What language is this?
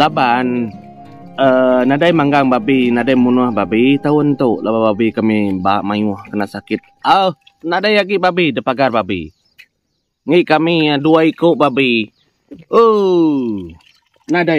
Iban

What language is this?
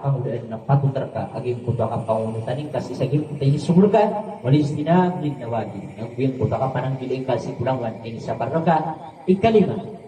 Maranao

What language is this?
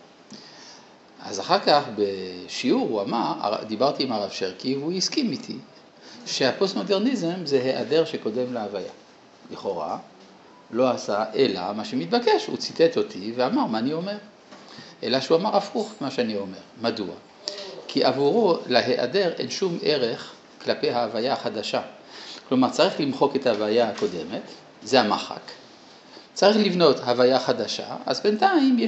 Hebrew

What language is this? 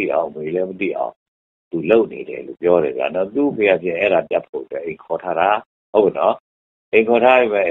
Burmese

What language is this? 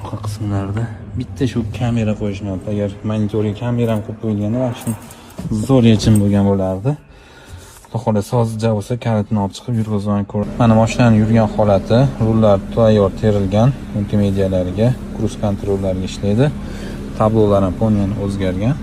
Uzbek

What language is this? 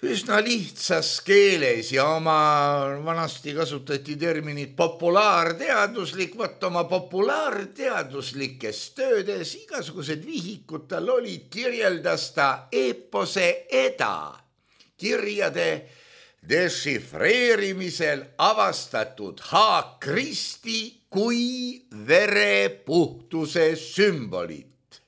Estonian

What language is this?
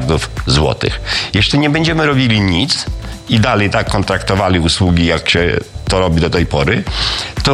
Polish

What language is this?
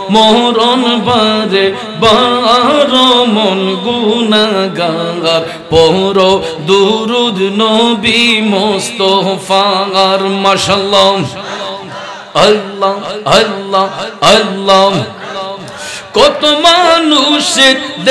Bangla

